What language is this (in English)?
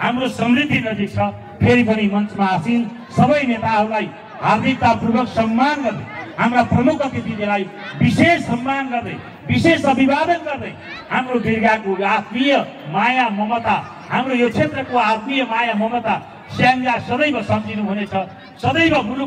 Nepali